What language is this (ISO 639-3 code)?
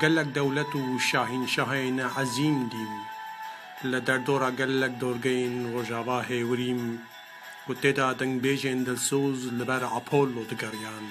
kur